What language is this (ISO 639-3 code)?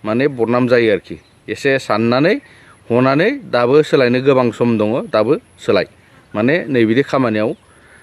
brx